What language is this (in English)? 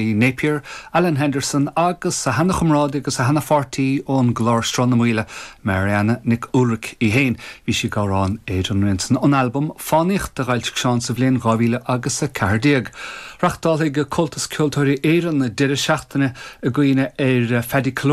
Irish